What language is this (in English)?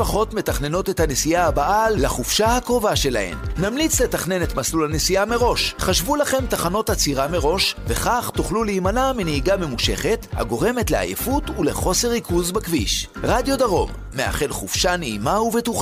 Hebrew